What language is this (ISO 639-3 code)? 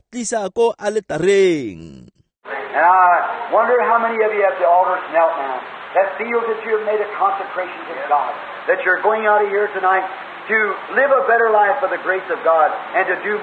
tsn